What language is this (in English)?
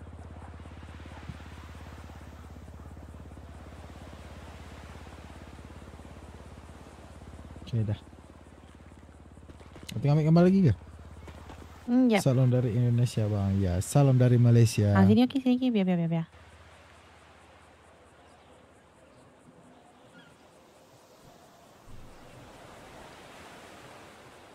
Malay